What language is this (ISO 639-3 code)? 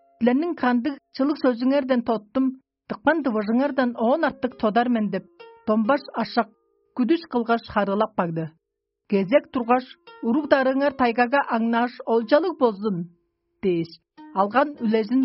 tyv